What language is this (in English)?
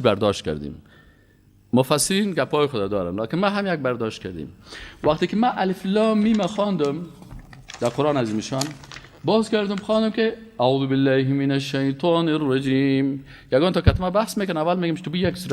Persian